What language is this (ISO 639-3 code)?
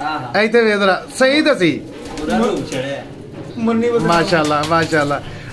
pan